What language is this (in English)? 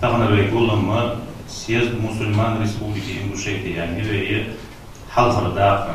Ingush